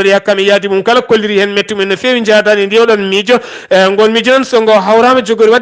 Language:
Fula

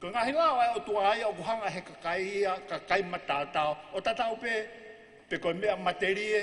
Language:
Tongan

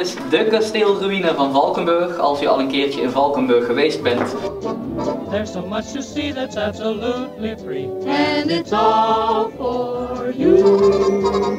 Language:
Dutch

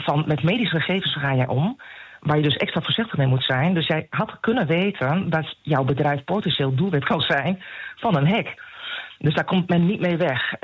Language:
Dutch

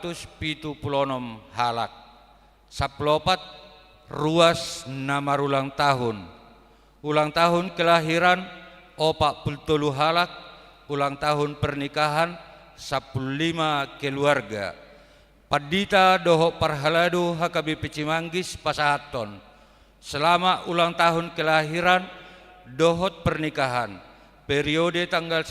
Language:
Batak Toba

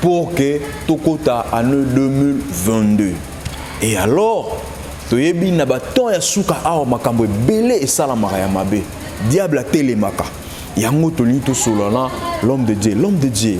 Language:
Lingala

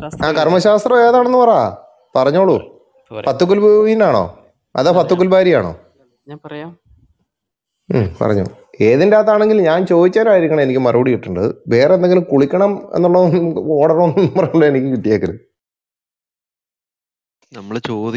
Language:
Malayalam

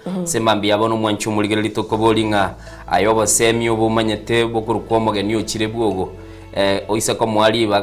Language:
Gusii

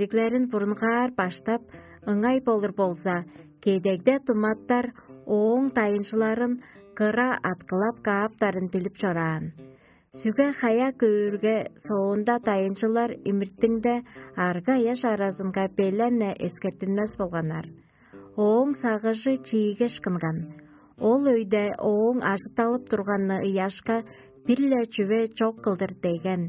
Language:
Tuvinian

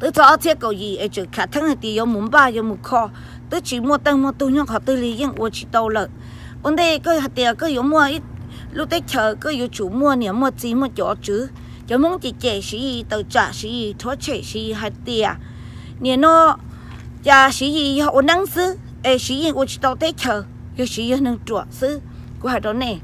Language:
Hmong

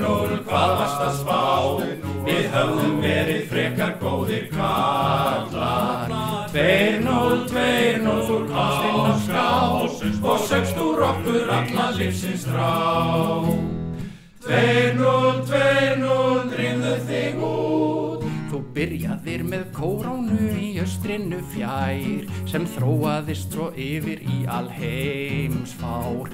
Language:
Icelandic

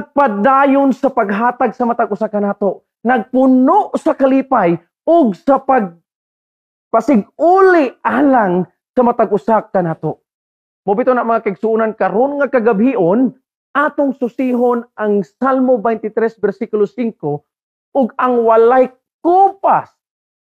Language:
Cebuano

